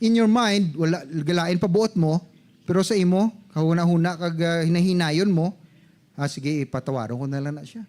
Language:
Hiligaynon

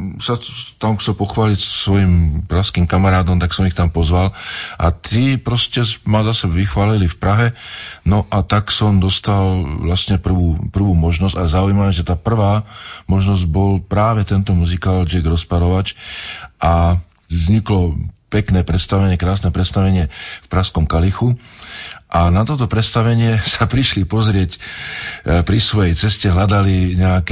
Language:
Slovak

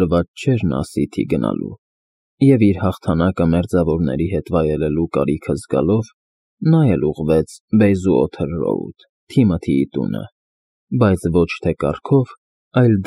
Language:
Armenian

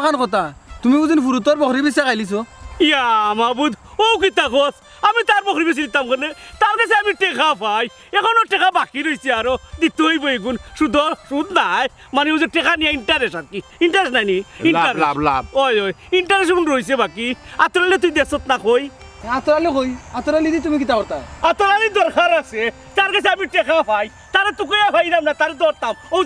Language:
Sylheti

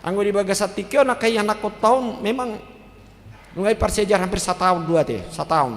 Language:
Batak Toba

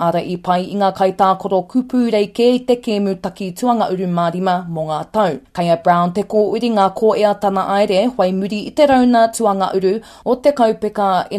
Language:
Māori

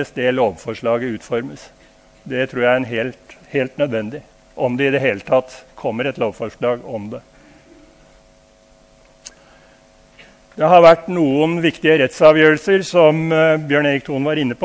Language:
Norwegian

